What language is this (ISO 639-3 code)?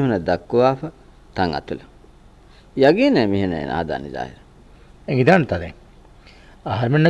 div